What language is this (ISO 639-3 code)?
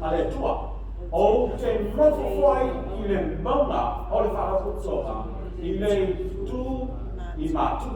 smo